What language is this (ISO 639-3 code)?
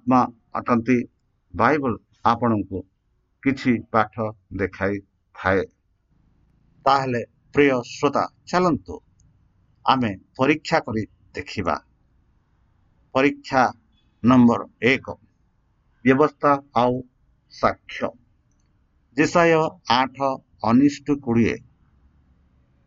ori